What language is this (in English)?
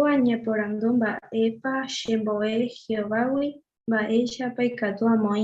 Guarani